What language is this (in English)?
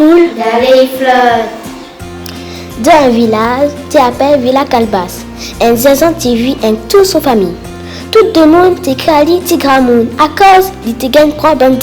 Réunion Creole French